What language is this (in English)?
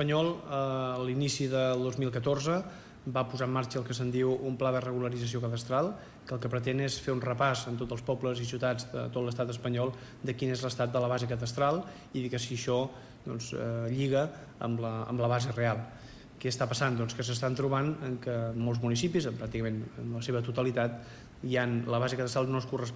Catalan